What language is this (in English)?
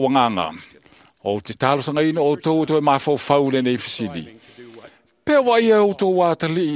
Samoan